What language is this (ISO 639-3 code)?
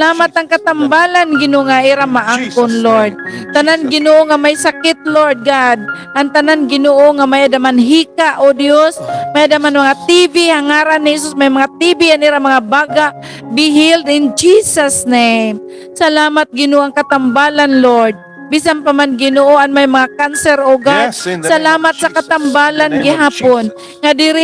war